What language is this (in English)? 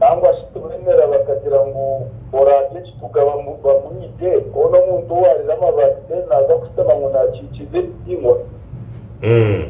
Nyankole